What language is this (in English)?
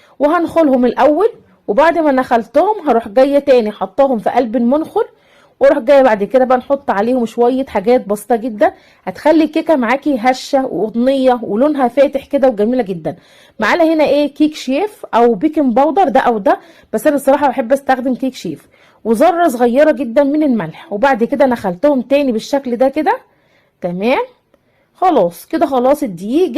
Egyptian Arabic